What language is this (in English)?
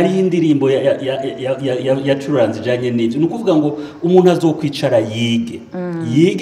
Rundi